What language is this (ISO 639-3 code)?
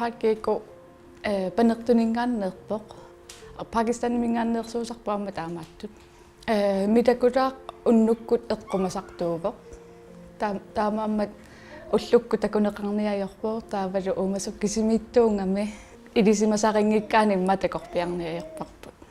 kal